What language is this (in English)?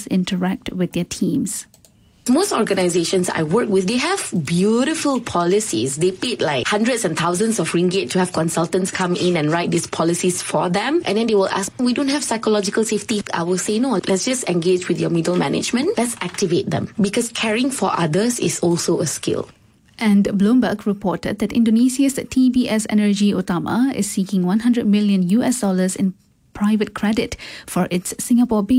English